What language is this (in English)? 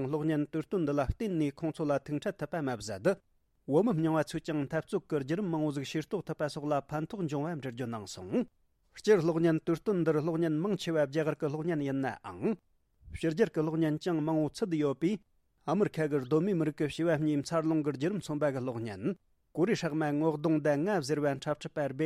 Tibetan